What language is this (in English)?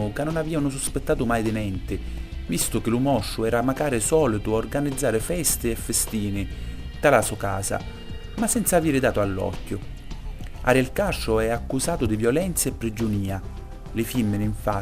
Sicilian